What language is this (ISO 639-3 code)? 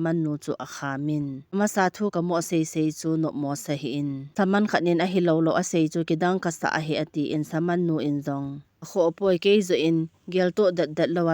tcz